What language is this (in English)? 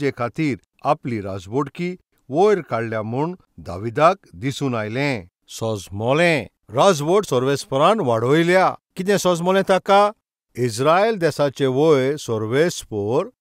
Konkani